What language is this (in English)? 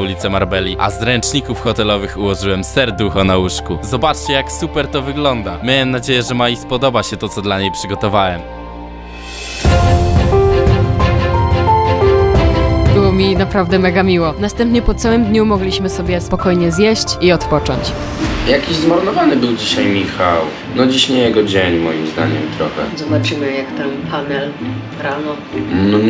Polish